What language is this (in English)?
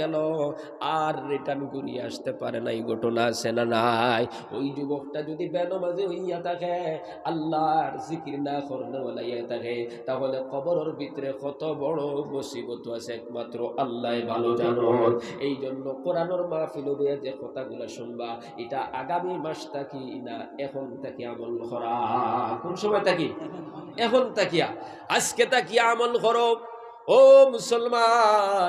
Sylheti